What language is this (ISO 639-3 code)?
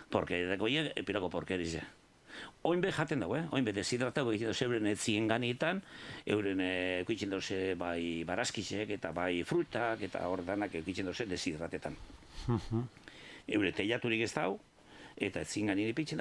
eus